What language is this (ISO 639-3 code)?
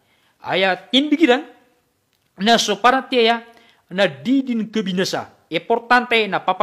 mrw